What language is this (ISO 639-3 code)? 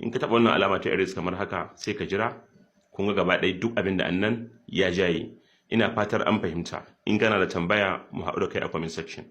hau